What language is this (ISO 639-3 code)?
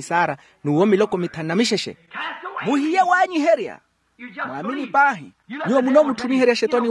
vmw